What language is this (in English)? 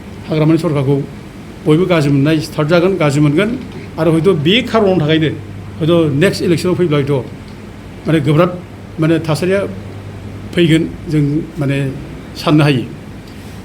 Bodo